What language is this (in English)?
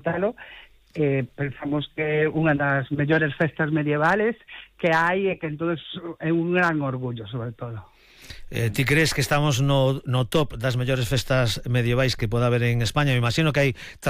Galician